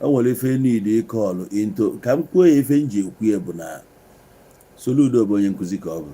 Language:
Igbo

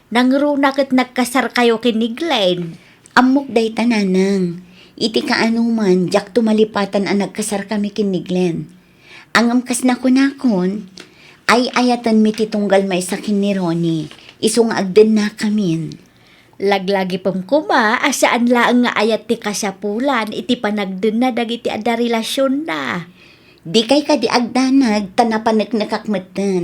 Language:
Iloko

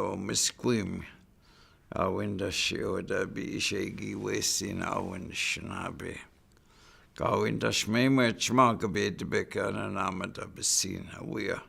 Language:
Chippewa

